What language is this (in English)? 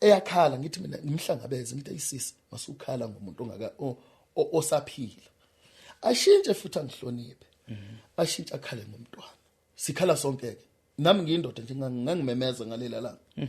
Zulu